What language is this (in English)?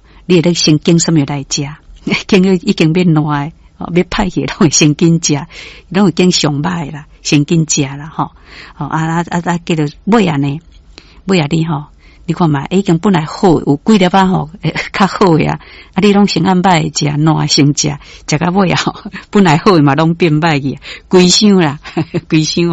Min Nan Chinese